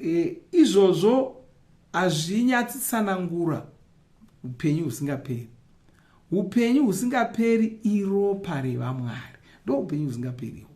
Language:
Shona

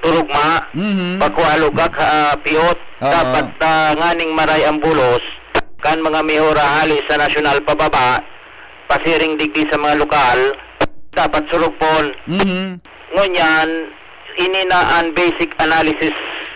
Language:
Bikol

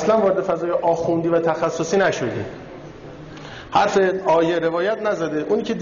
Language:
Persian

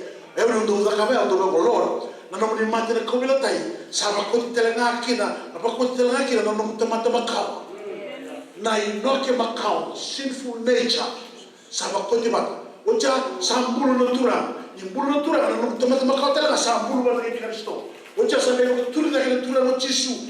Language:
Fijian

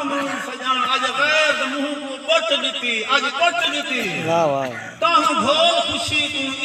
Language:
Saraiki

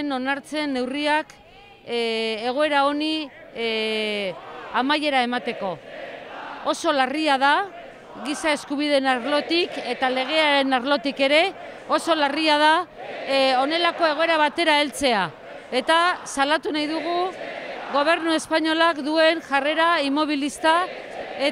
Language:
Basque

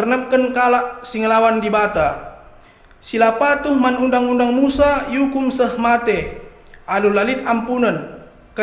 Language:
Batak Karo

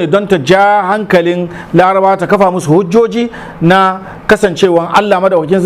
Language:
Hausa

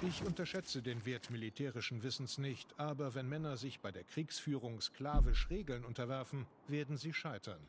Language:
Swiss German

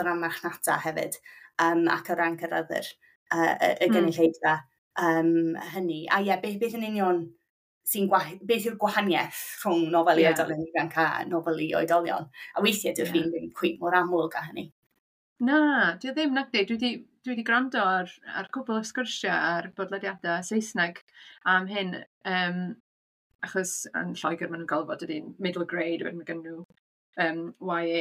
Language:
Welsh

